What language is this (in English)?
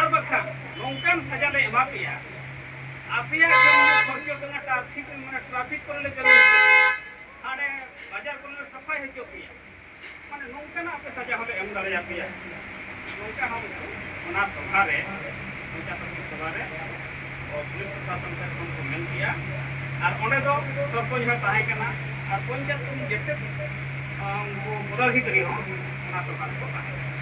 Santali